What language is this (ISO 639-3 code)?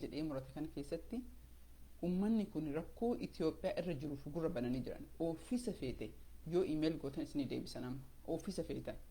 orm